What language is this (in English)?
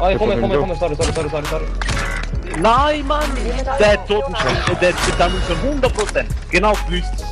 Swiss German